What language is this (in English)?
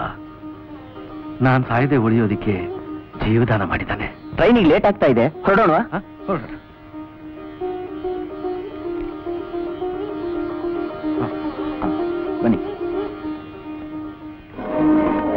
Kannada